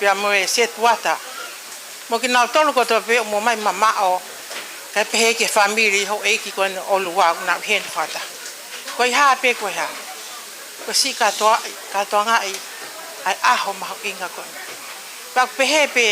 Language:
Tongan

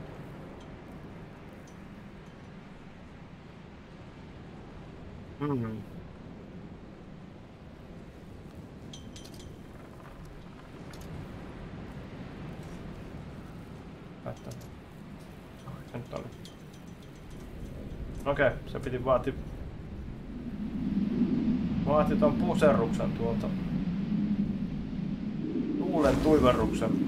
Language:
Finnish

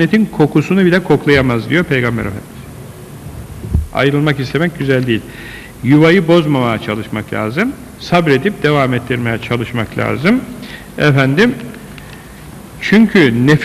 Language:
Turkish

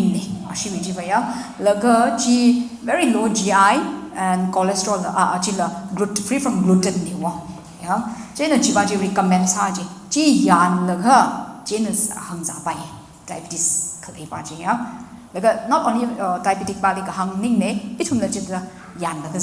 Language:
Tangkhul Naga (India)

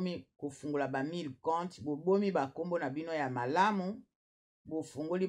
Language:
Lingala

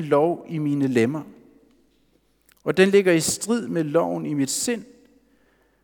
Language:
Danish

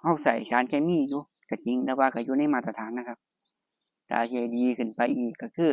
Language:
Northeastern Thai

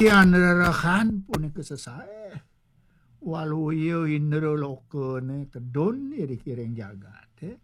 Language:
Balinese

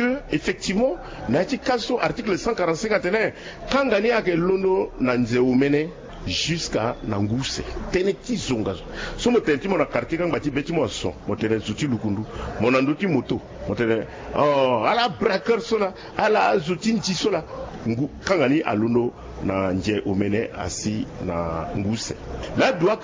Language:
Sango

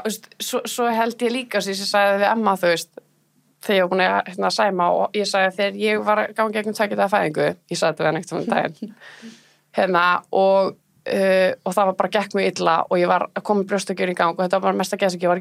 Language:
Icelandic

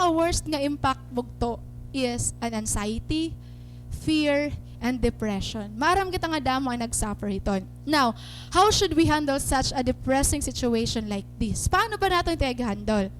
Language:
Waray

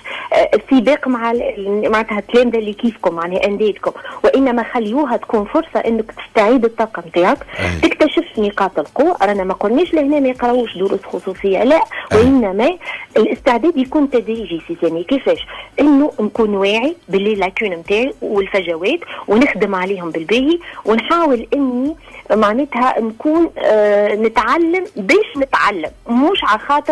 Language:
Tunisian Arabic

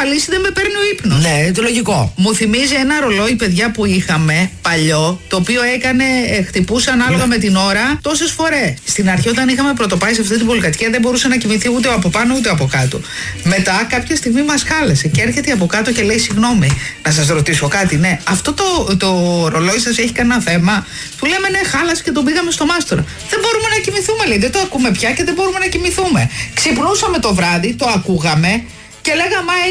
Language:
Greek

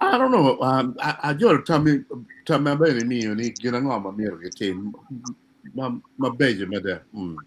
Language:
Acoli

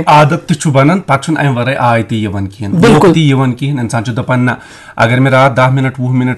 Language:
Kashmiri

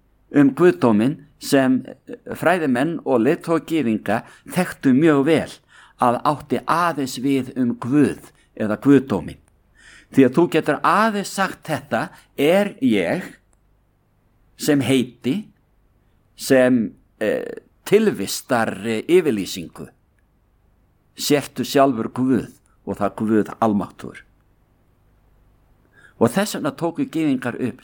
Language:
Icelandic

